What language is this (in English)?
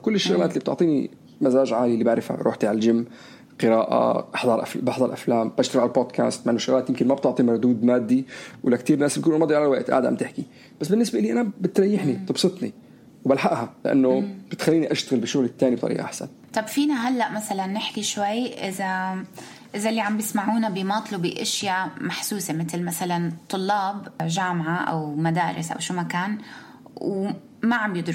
North Levantine Arabic